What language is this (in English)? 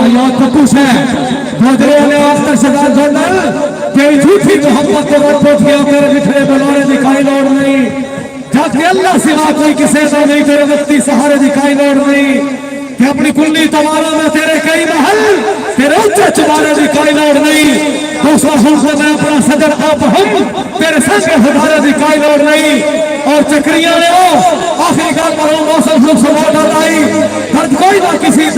Saraiki